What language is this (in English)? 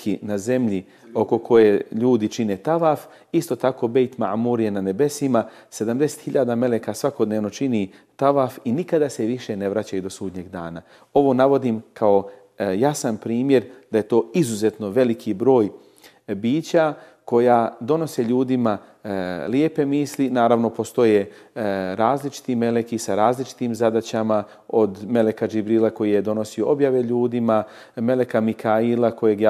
Bosnian